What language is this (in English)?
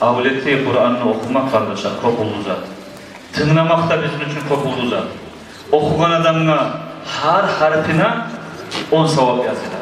Kumyk